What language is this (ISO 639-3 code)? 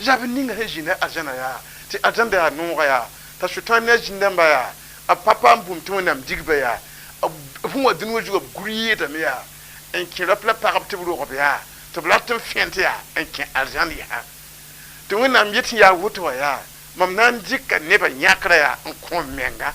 mos